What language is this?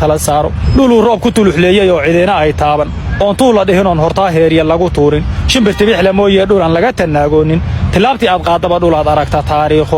Somali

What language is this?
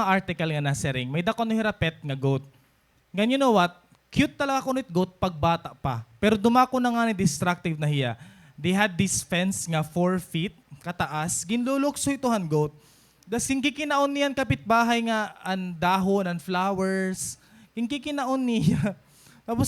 Waray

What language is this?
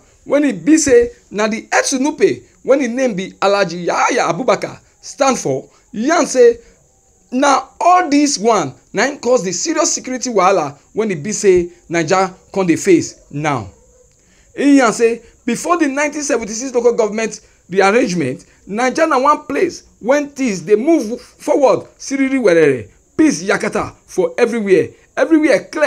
Nigerian Pidgin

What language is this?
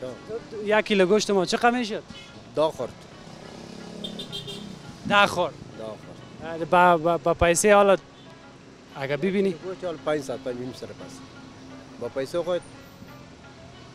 Persian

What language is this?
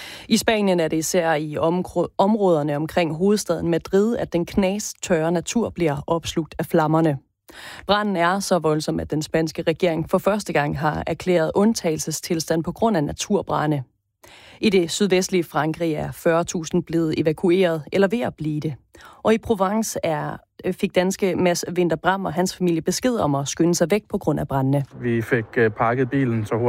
Danish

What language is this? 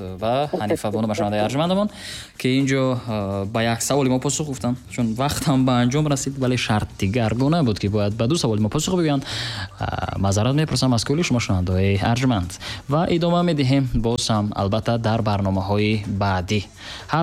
Tajik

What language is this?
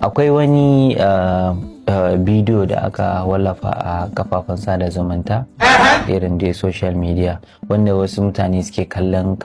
Hausa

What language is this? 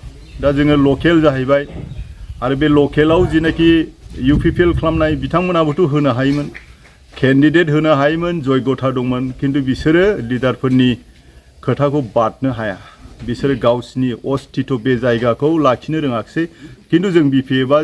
Bodo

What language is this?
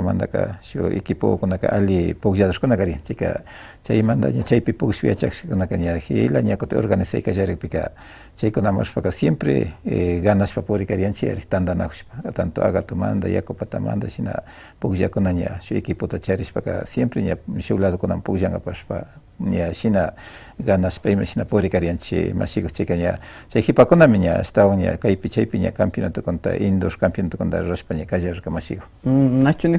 Imbabura Highland Quichua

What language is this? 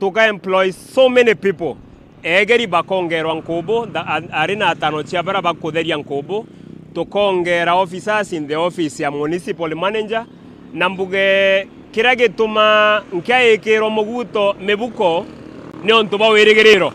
Meru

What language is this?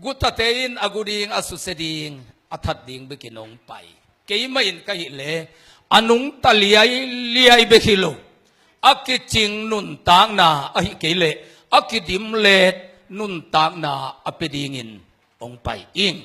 Tedim Chin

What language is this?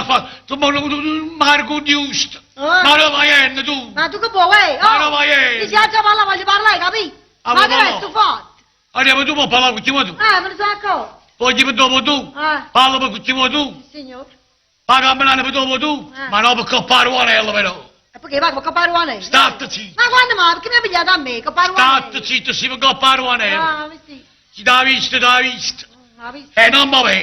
Neapolitan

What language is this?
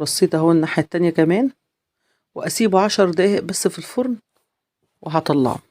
Egyptian Arabic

